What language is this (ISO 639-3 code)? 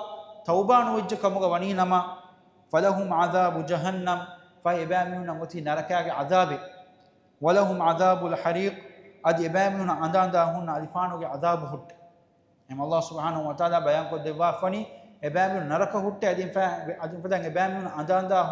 div